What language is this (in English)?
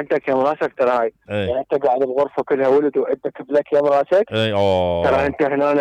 Mesopotamian Arabic